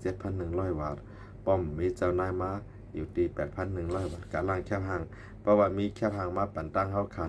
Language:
Shan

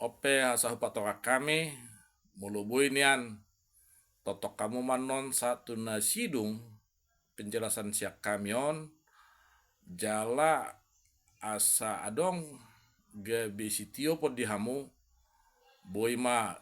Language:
Batak Toba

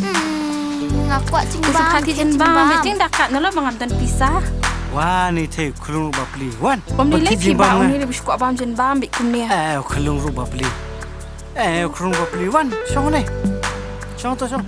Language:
Khasi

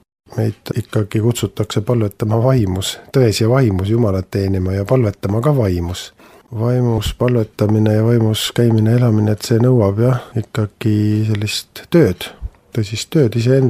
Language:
Estonian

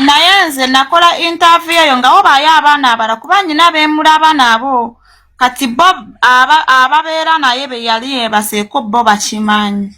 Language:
Ganda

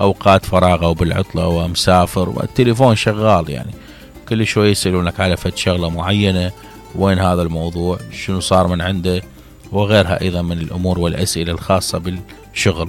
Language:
Mesopotamian Arabic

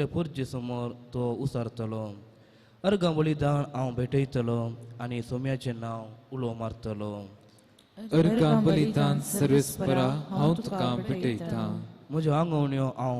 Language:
Konkani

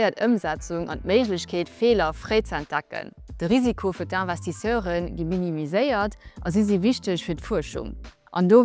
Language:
Luxembourgish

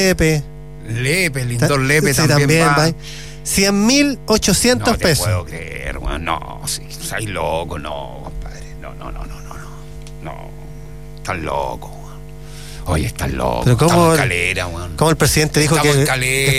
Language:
Spanish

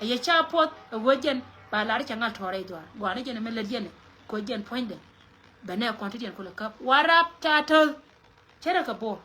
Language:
Nuer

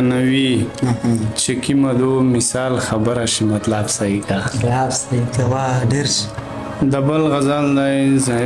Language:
Pashto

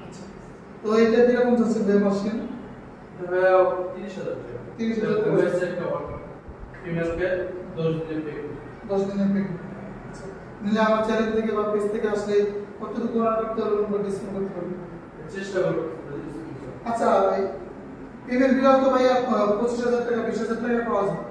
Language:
Bangla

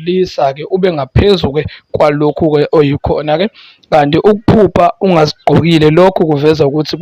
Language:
Zulu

